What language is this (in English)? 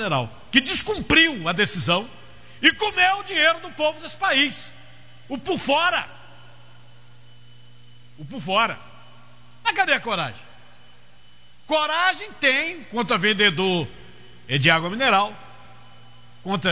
Portuguese